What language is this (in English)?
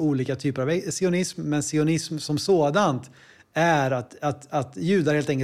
Swedish